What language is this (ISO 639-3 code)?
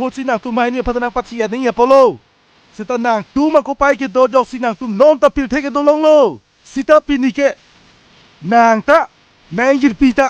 mjw